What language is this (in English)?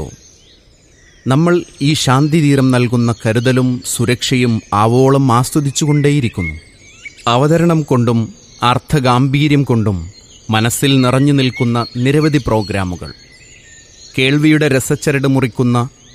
Malayalam